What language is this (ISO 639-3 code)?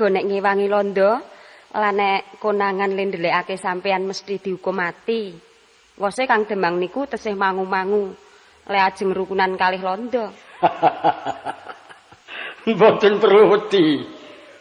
jav